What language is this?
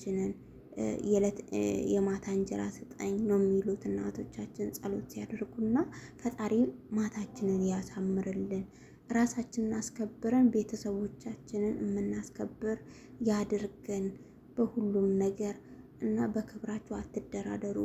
Amharic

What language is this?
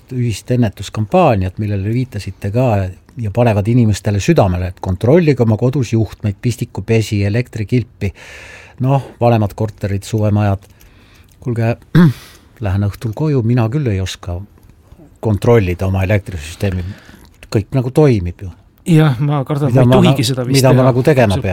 Estonian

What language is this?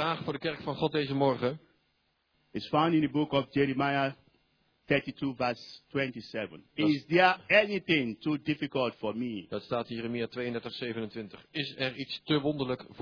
Dutch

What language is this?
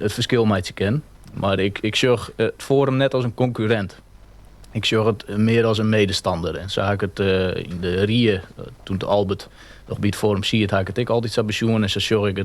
Western Frisian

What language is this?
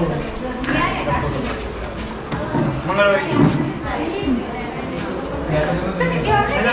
Marathi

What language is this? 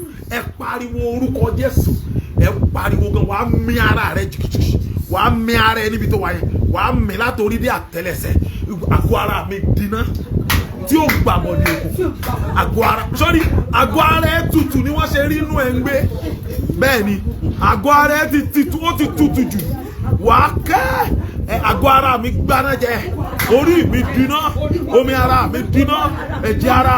Yoruba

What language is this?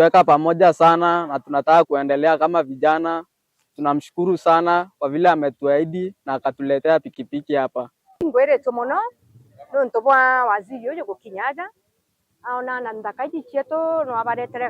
Meru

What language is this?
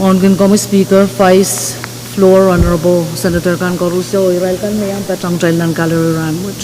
Pohnpeian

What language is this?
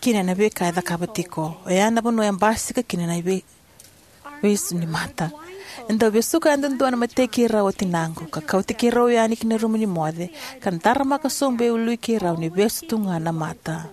Fijian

